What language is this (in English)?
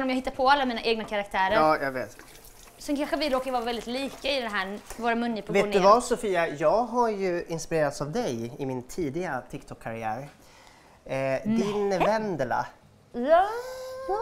Swedish